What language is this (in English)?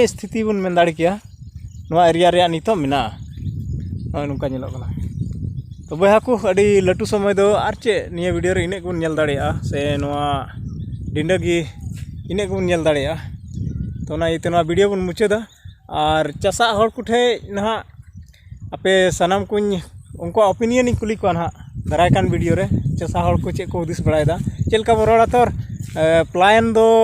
Santali